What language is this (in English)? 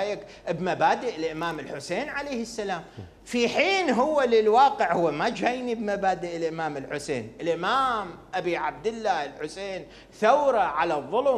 Mesopotamian Arabic